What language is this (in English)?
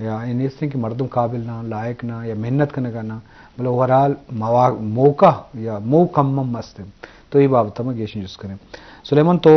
Eastern Balochi